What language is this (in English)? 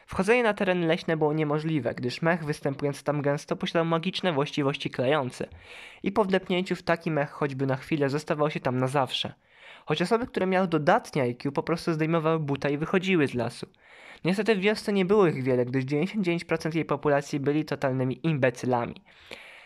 Polish